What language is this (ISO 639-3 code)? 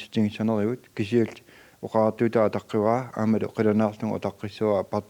kal